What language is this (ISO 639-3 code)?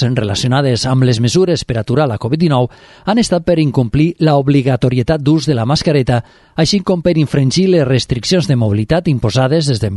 cat